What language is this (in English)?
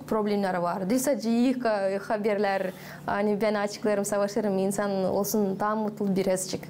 Gagauz